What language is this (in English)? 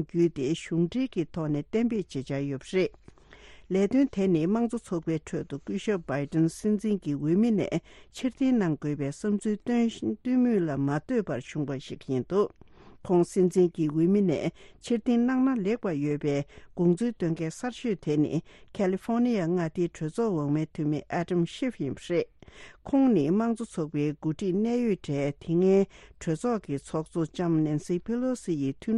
Tibetan